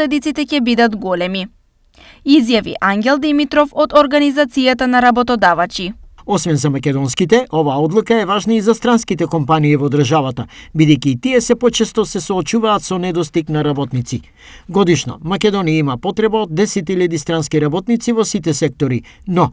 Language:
Macedonian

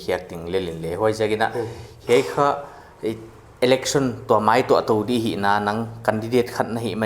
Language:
Paite Chin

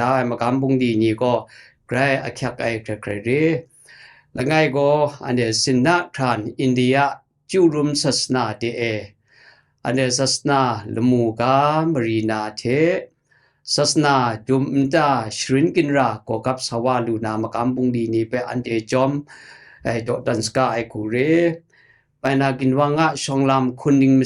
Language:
Kachin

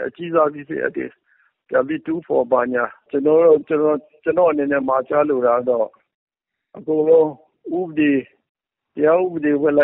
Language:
Burmese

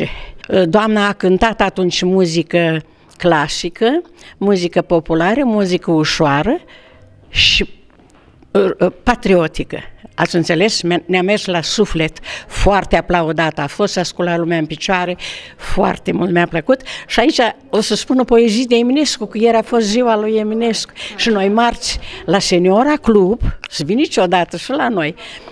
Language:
Romanian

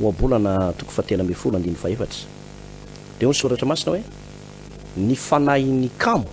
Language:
Malagasy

